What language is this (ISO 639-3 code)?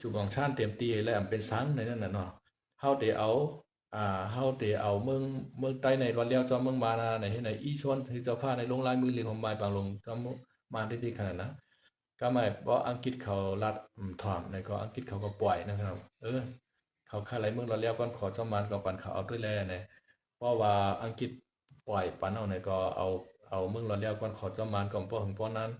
shn